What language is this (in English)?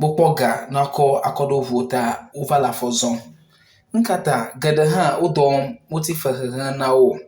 Ewe